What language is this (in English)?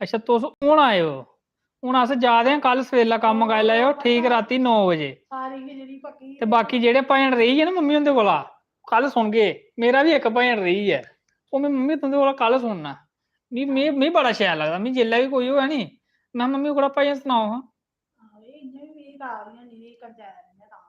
Dogri